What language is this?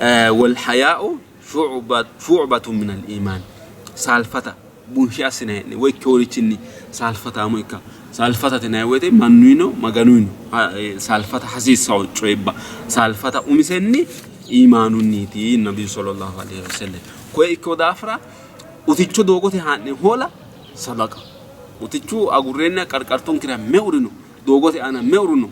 Sidamo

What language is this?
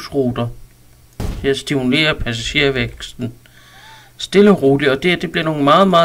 Danish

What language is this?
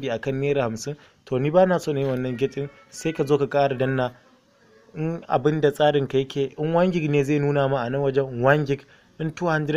Hausa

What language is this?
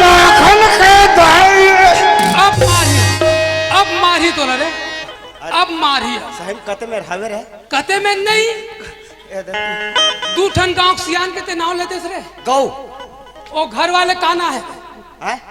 Chhattisgarhi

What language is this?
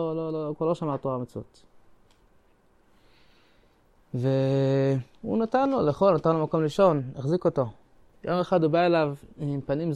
Hebrew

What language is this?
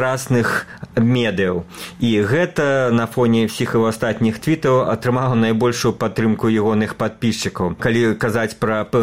Belarusian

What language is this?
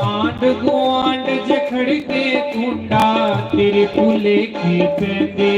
Dogri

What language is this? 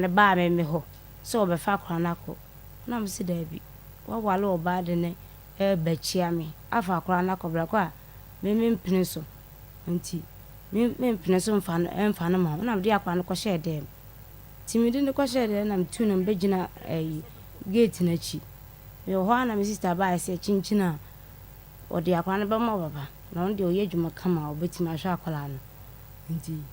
Akan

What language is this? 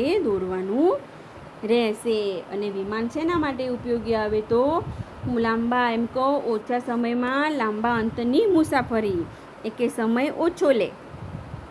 Gujarati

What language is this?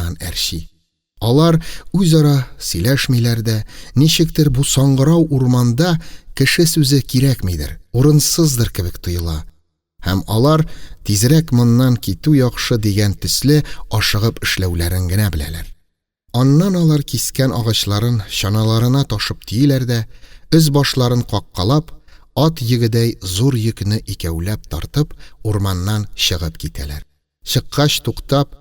Tatar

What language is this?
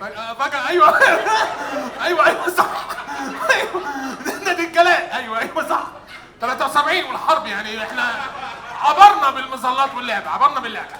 Egyptian Arabic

